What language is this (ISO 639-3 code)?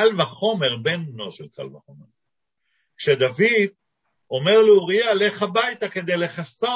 heb